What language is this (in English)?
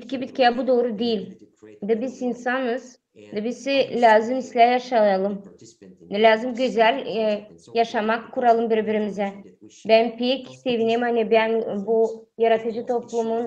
Gagauz